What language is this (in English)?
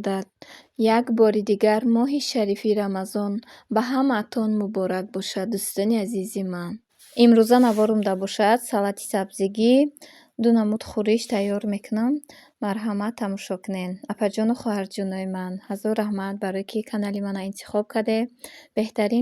Tajik